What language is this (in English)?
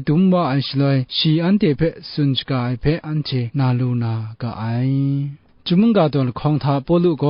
Kachin